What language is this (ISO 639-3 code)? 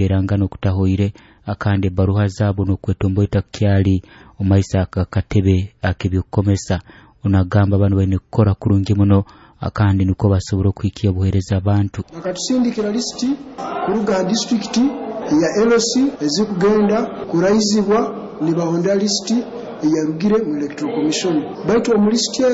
nyo